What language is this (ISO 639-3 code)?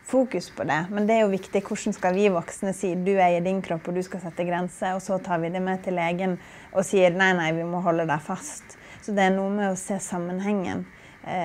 nor